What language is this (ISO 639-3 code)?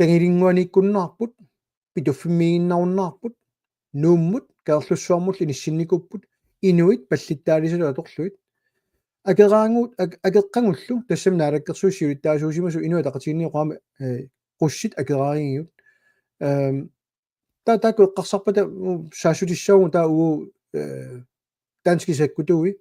kal